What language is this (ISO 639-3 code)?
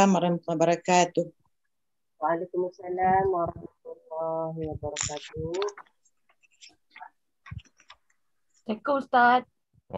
msa